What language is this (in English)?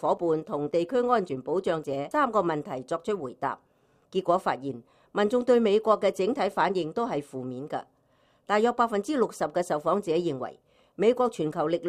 Cantonese